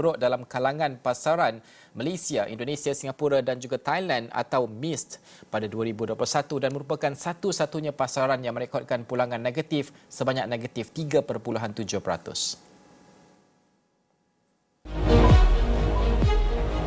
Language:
Malay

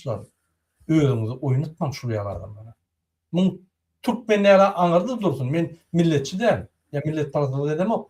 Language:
Turkmen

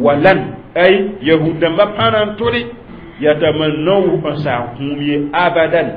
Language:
Mossi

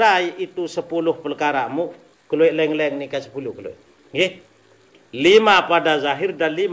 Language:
Sasak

